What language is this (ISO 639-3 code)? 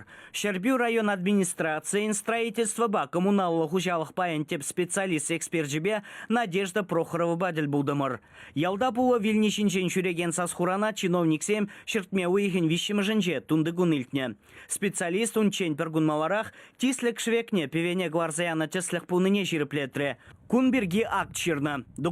chv